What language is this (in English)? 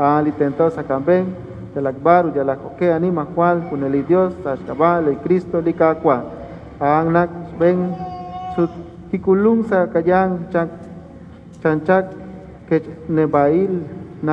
Kekchí